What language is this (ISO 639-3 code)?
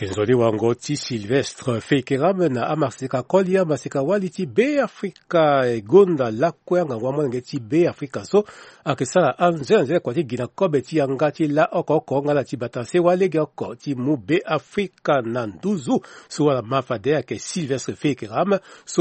sag